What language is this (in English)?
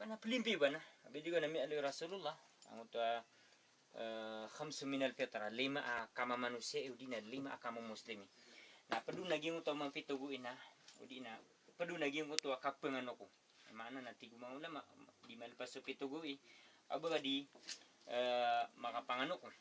Maranao